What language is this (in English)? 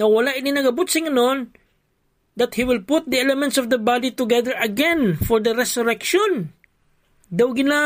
Hiligaynon